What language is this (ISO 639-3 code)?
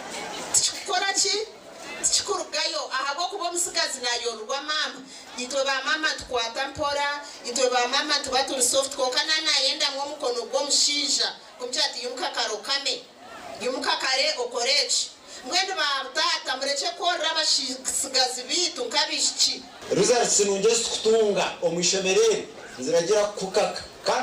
nyn